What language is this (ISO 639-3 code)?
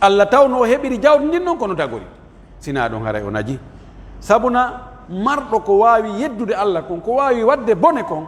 fuf